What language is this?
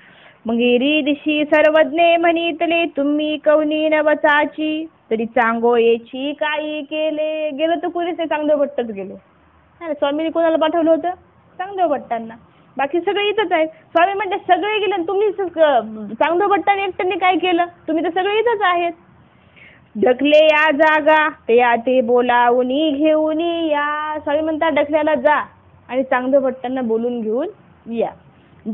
Marathi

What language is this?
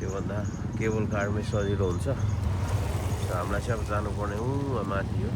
Nepali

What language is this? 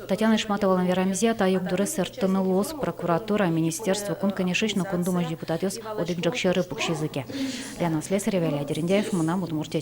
Udmurt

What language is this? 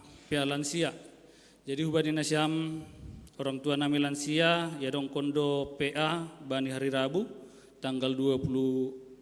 Batak Simalungun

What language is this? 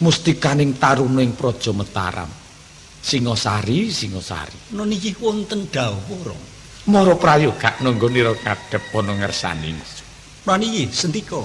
Javanese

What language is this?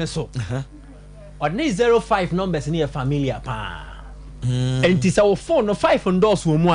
Akan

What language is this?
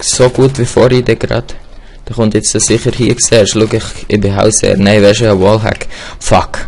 Swiss German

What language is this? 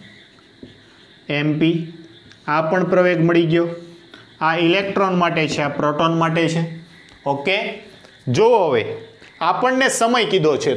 Gujarati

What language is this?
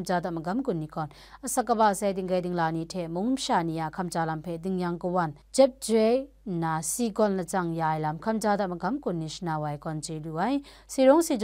Kachin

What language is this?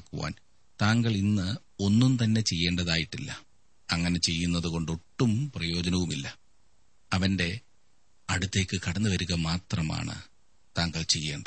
Malayalam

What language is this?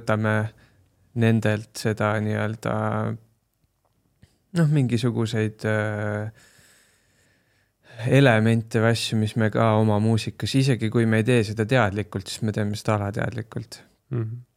Estonian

